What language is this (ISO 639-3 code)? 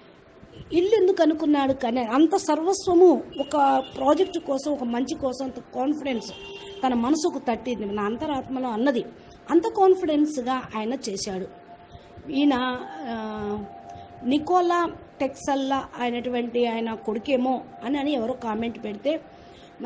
tel